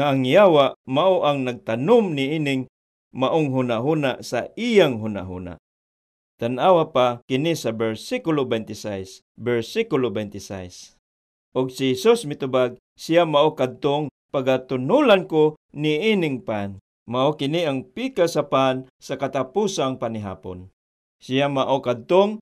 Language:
Cebuano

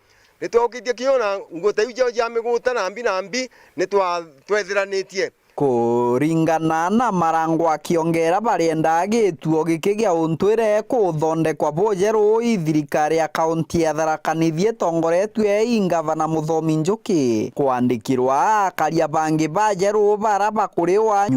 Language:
Meru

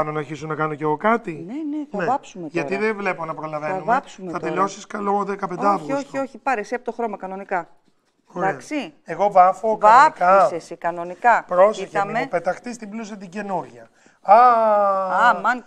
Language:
Greek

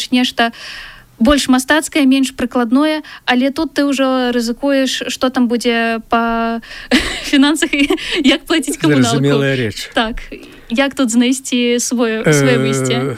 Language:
Belarusian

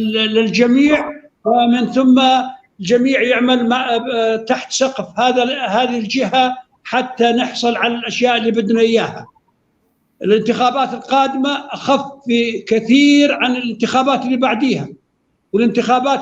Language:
North Levantine Arabic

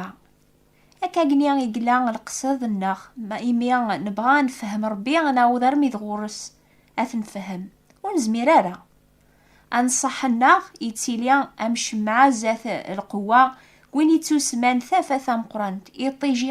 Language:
Kabyle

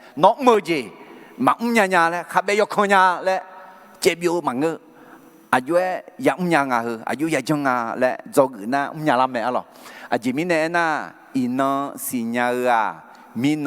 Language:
Akha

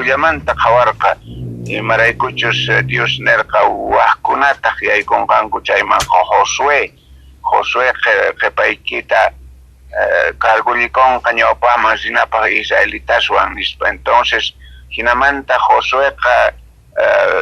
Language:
South Bolivian Quechua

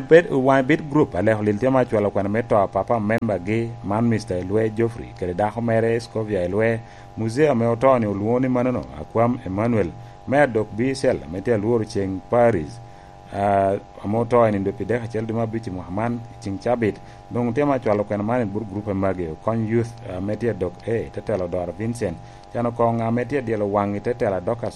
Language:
Lango (Uganda)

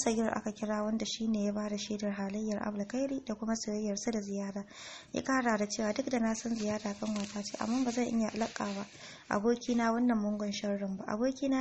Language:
Hausa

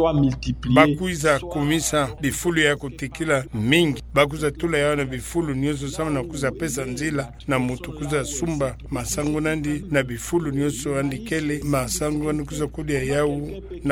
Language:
Kituba (Democratic Republic of Congo)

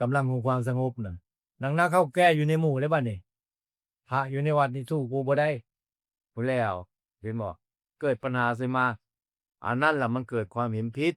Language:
Northeastern Thai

